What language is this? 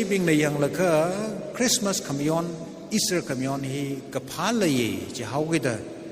Tangkhul Naga (India)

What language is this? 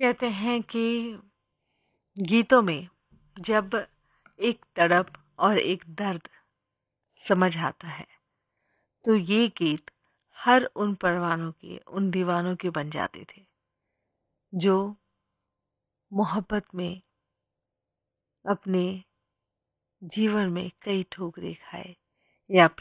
Hindi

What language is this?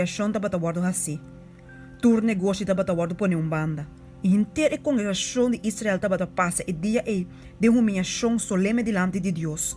Papiamento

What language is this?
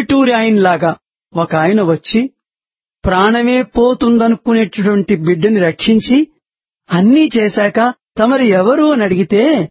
Telugu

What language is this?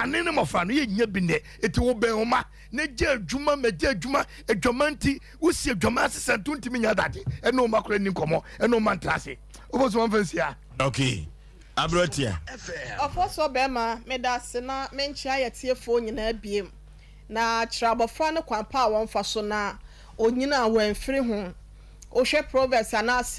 Akan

